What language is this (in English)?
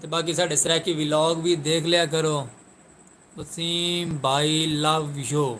Saraiki